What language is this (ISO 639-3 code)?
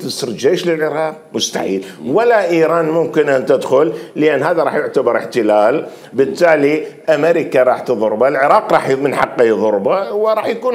acm